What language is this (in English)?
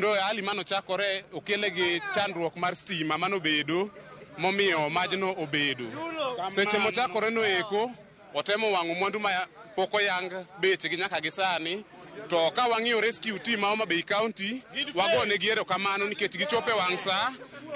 Luo (Kenya and Tanzania)